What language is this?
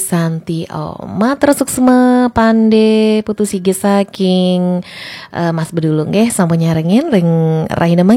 Balinese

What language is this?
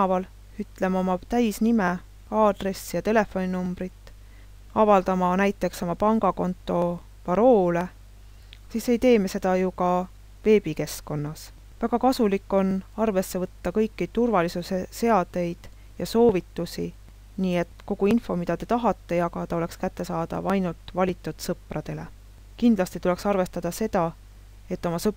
Estonian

